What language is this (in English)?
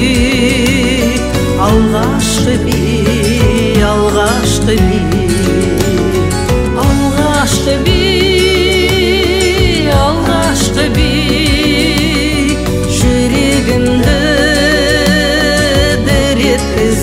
Kazakh